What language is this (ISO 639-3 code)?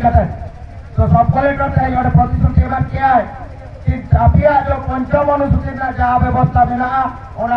sat